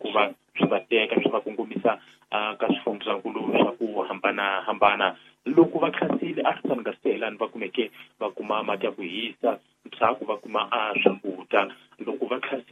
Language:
Tsonga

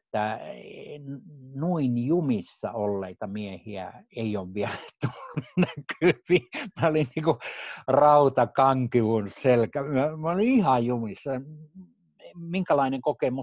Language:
Finnish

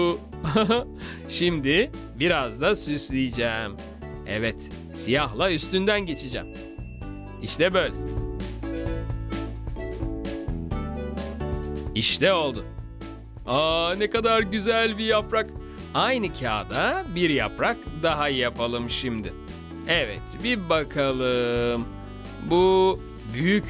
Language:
Turkish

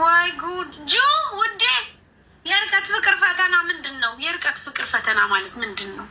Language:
Amharic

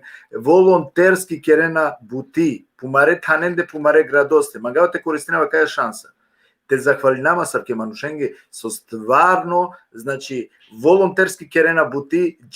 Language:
Balkan Romani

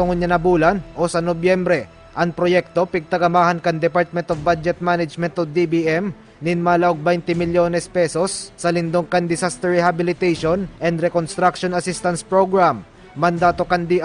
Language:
Bikol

